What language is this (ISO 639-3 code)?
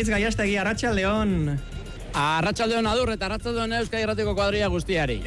eus